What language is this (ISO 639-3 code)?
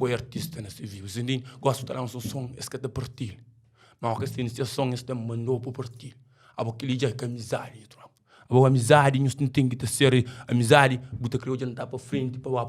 kea